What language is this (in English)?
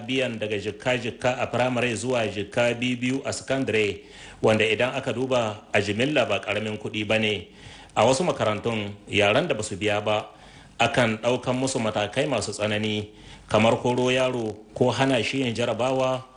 Hausa